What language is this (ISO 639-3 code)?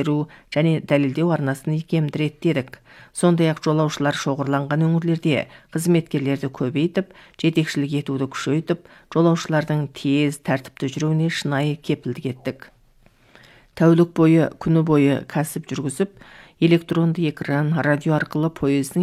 kaz